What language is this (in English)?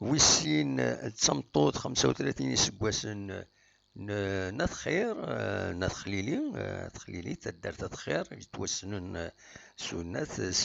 Kabyle